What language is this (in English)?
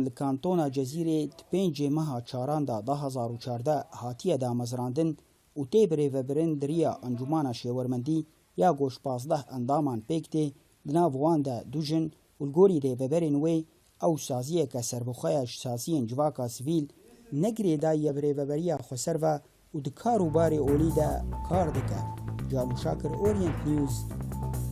Kurdish